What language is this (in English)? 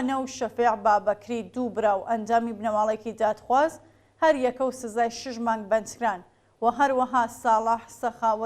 Central Kurdish